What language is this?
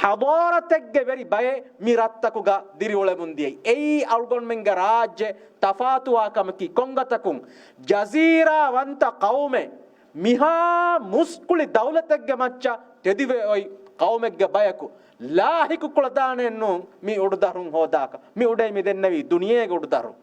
Divehi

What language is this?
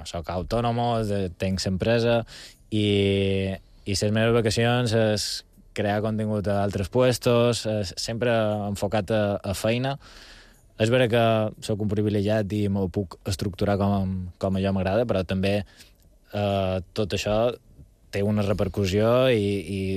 Catalan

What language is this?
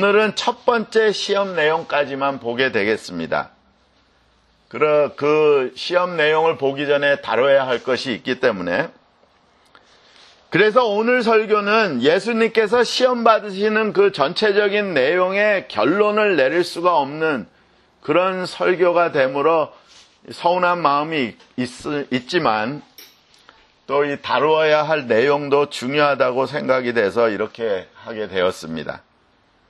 Korean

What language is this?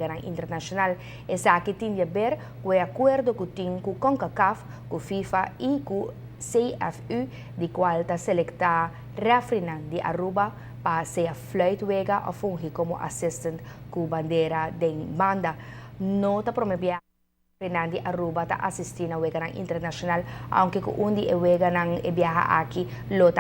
Papiamento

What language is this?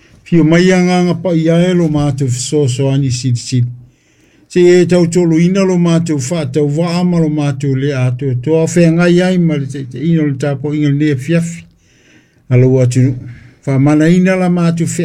Samoan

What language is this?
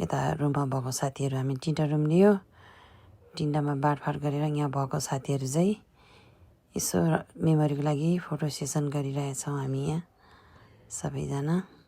Nepali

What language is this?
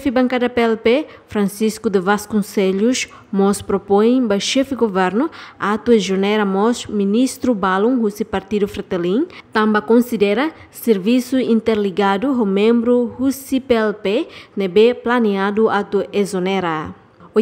Tetum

